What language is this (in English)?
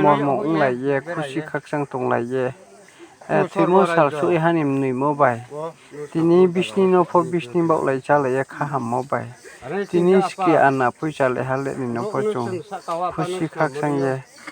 Riang (India)